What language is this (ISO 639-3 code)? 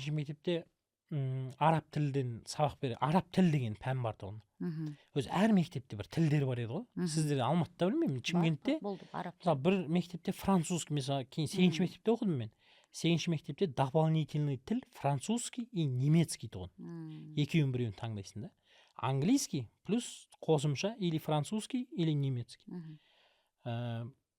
kaz